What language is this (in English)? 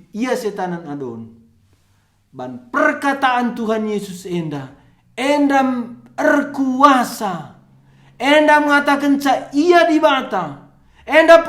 Batak Karo